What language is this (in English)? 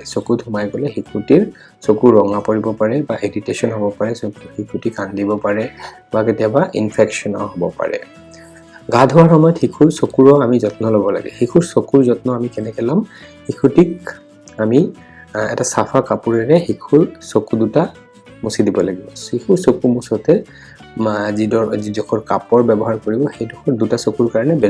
Assamese